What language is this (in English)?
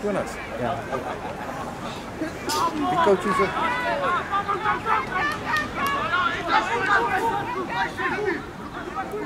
Afrikaans